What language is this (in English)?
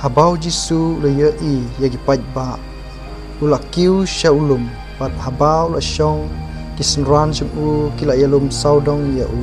Khasi